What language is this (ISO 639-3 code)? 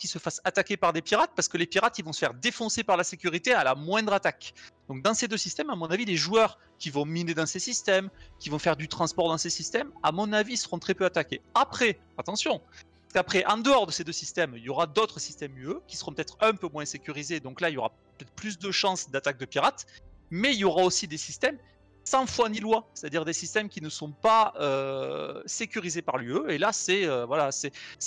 fra